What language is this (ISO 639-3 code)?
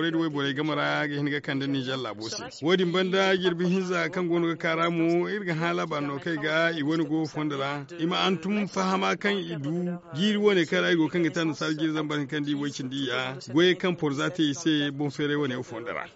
dje